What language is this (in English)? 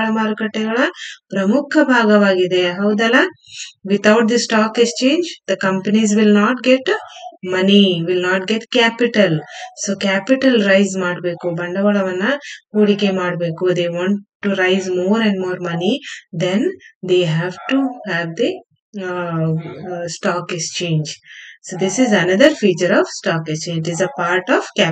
Kannada